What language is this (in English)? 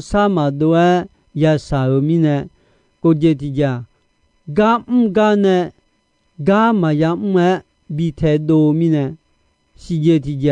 Akha